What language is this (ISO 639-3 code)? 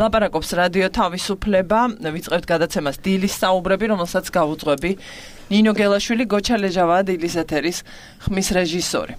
kat